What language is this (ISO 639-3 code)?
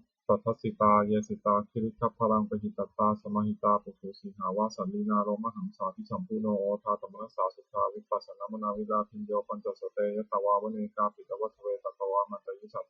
pli